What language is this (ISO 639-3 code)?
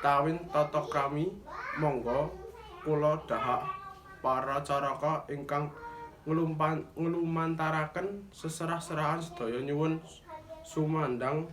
jav